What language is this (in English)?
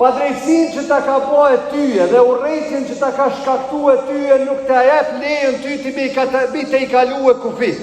Albanian